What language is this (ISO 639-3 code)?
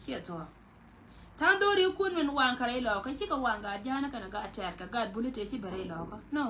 nus